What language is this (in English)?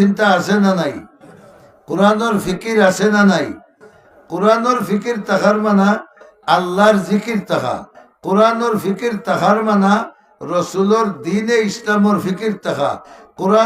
Sylheti